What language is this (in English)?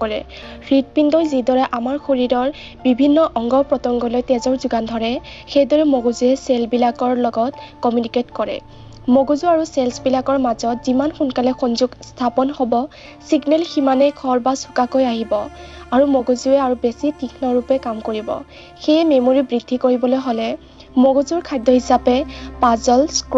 Assamese